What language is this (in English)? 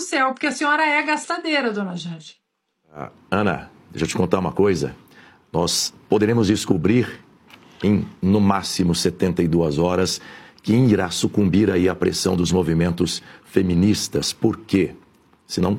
Portuguese